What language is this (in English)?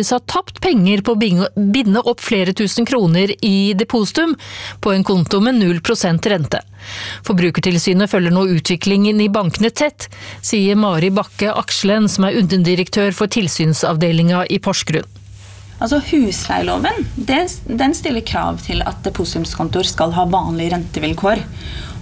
Norwegian